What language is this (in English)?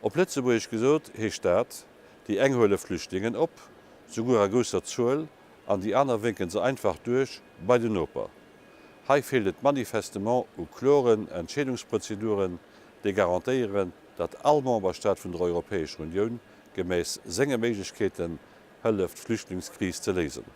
Luxembourgish